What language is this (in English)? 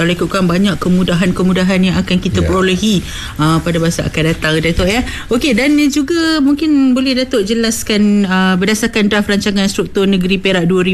Malay